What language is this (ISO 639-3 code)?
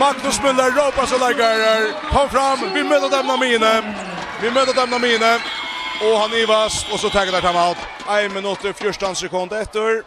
fao